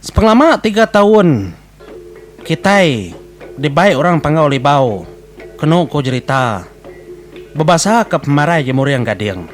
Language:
Iban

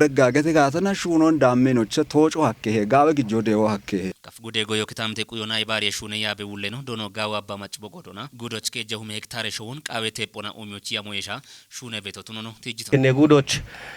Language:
Kafa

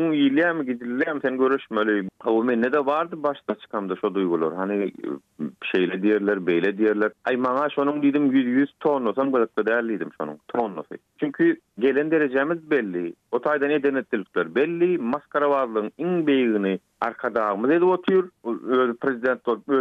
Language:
Turkmen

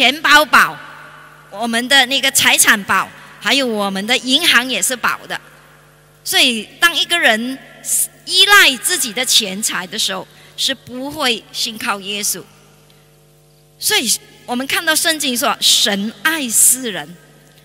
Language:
Chinese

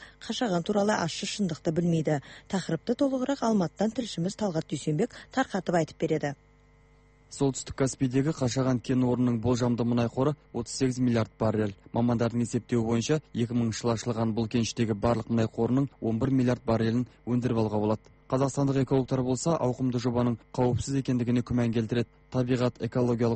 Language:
Kazakh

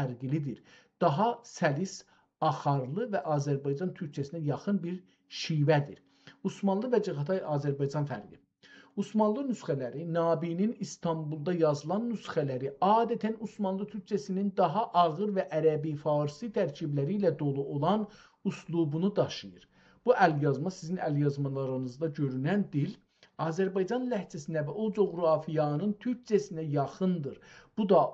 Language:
South Azerbaijani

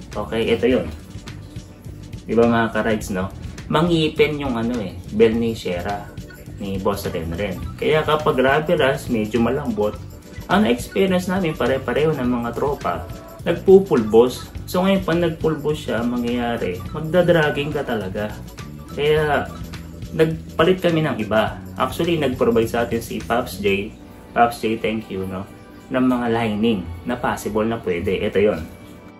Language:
Filipino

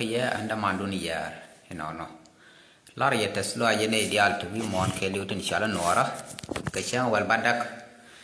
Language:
Nuer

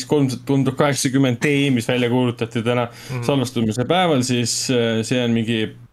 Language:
Estonian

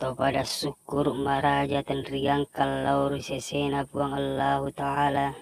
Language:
Buginese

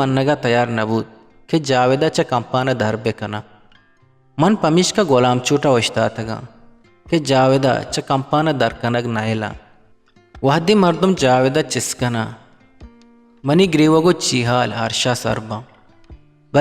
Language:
Eastern Balochi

